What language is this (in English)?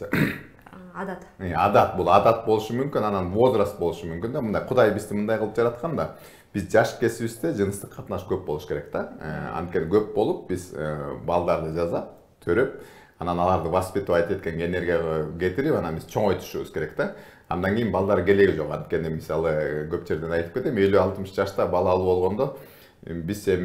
Kyrgyz